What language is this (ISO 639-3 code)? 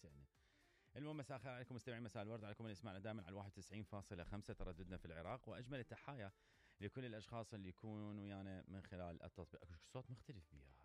acm